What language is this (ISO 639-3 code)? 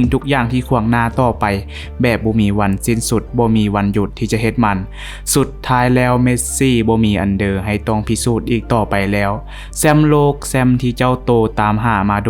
lao